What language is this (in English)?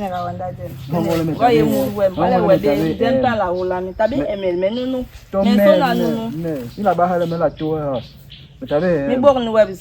Basaa